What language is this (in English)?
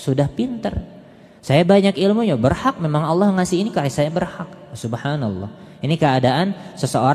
Indonesian